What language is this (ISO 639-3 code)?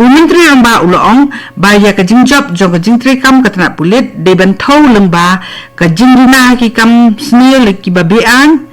kha